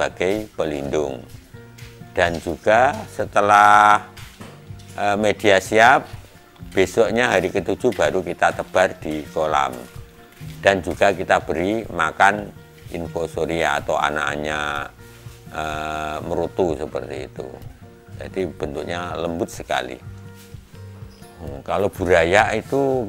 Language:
Indonesian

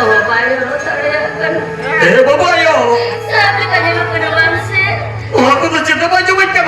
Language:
Santali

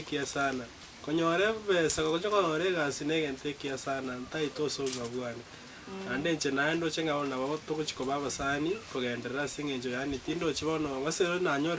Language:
Gusii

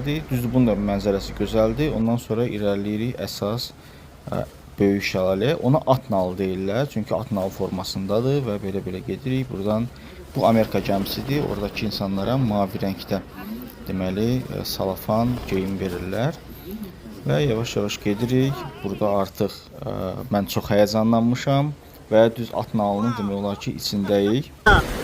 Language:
Azerbaijani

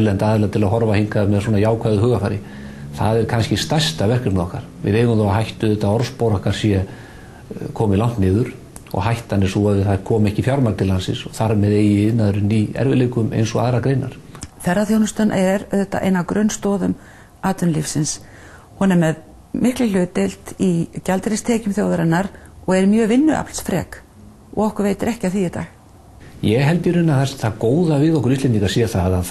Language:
Icelandic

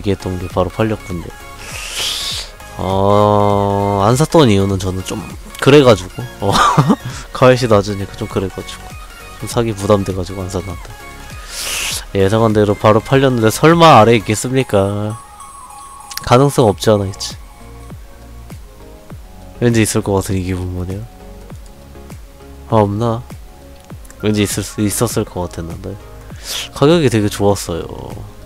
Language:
Korean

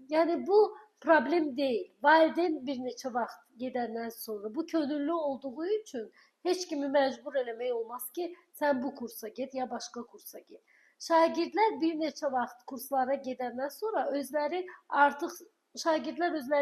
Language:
Azerbaijani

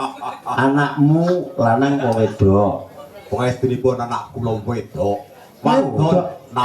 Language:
Javanese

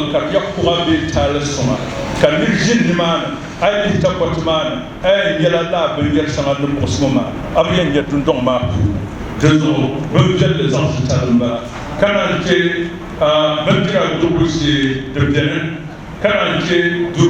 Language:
Dagbani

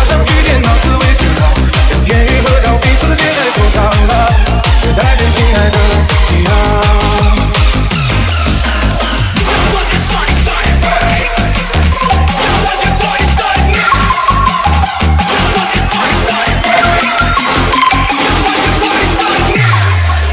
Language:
Chinese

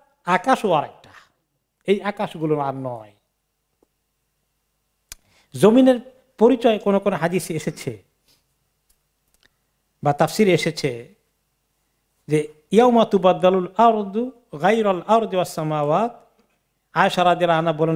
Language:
Bangla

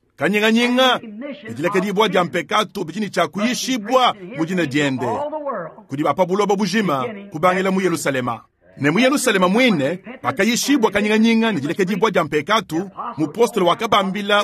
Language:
Luba-Lulua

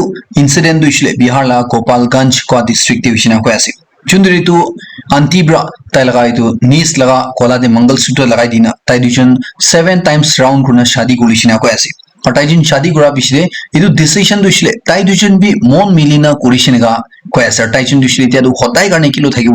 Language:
Naga Pidgin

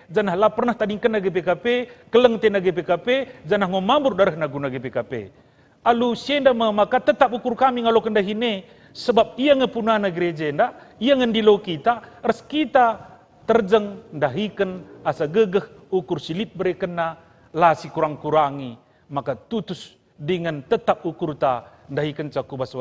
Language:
Batak Karo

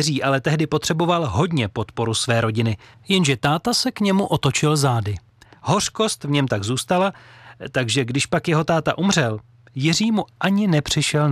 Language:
Czech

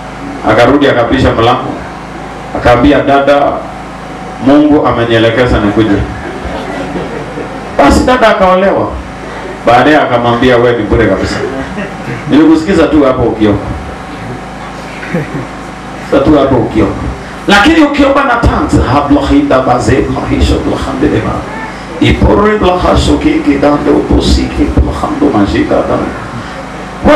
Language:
Swahili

